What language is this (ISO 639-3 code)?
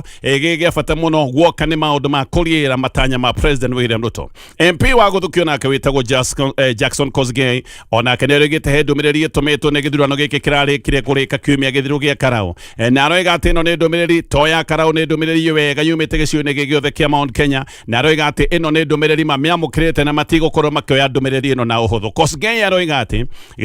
kik